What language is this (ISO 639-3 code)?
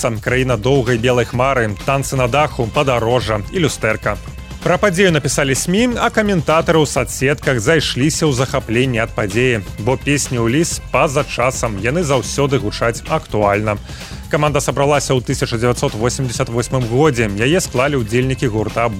bel